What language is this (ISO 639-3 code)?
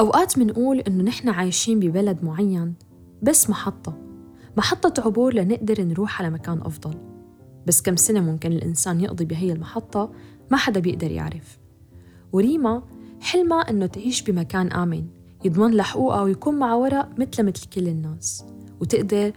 apc